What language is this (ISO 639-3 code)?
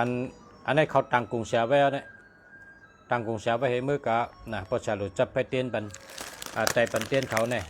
shn